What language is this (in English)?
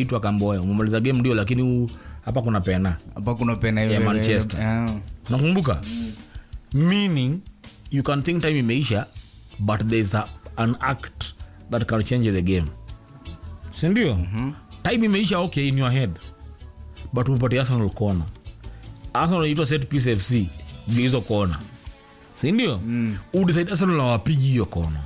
Swahili